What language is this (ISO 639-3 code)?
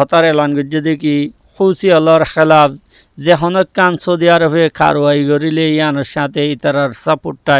rhg